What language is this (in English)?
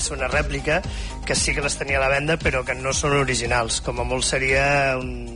Catalan